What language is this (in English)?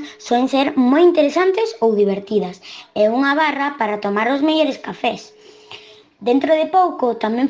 Galician